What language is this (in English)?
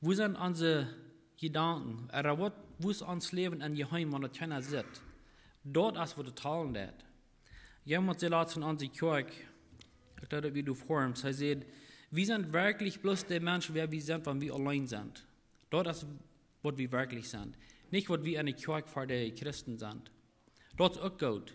Plautdietsch